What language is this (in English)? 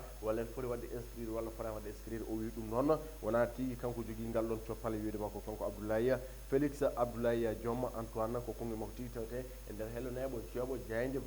Fula